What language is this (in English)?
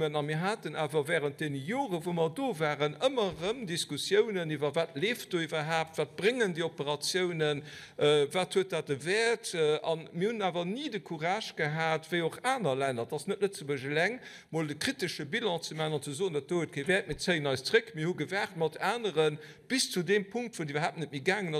Luxembourgish